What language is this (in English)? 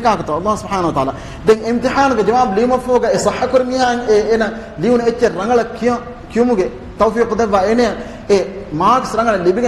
Divehi